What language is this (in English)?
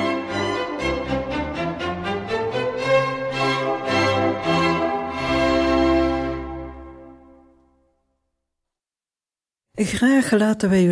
Dutch